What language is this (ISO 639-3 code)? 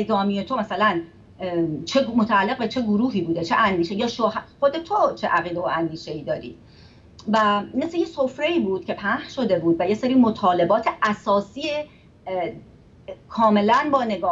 fas